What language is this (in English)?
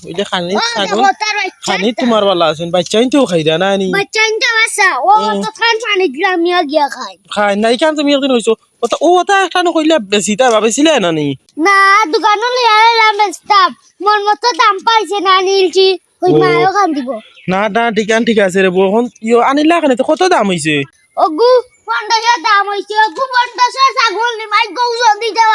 Sylheti